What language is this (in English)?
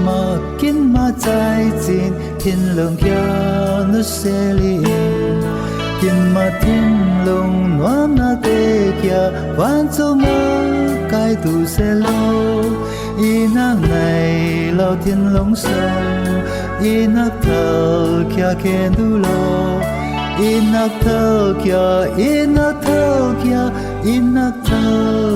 Falam Chin